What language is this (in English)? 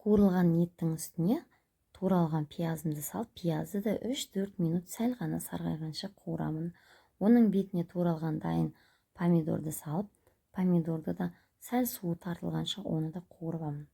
Kazakh